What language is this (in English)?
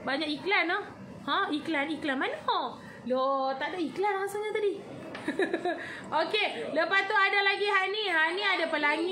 Malay